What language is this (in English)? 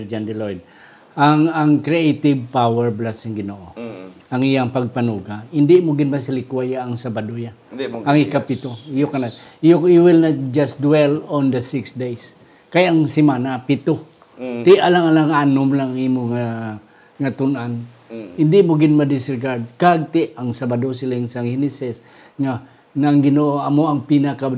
Hiligaynon